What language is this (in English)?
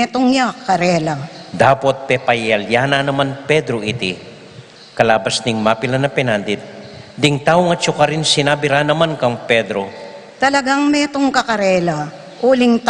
Pampanga